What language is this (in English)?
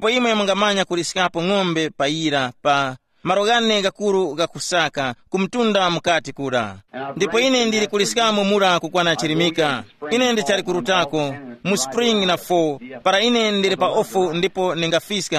Tumbuka